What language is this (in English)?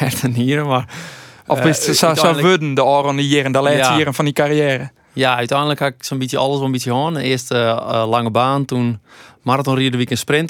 Western Frisian